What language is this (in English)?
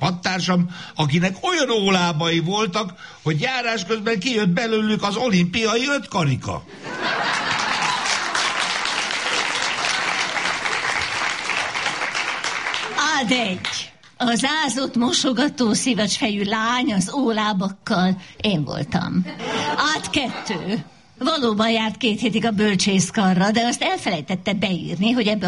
Hungarian